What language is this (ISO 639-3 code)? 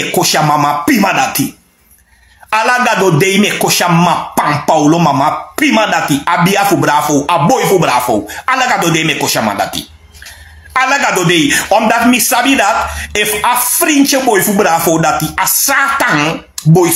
srn